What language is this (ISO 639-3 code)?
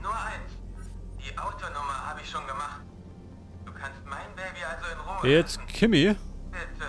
bar